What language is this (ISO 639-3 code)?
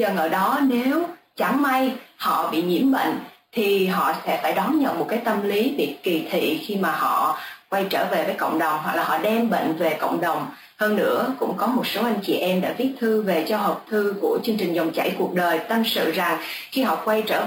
vie